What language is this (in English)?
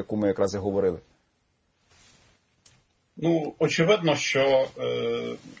Ukrainian